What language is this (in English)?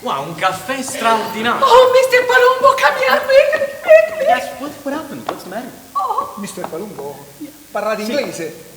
Neapolitan